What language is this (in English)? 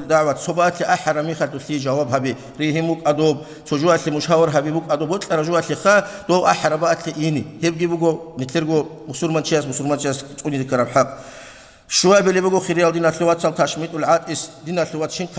Avaric